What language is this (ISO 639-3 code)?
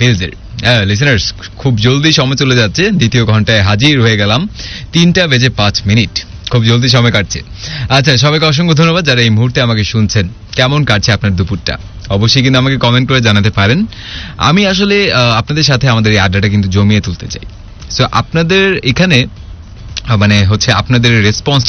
ben